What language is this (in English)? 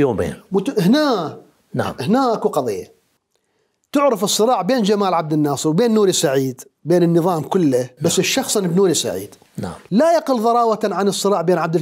Mesopotamian Arabic